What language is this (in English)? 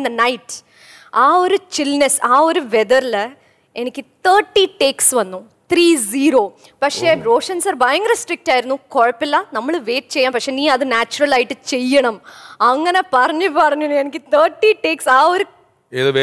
Malayalam